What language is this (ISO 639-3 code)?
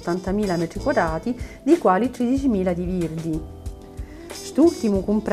scn